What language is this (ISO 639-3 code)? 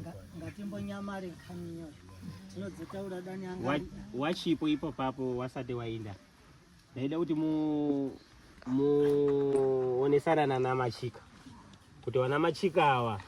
sna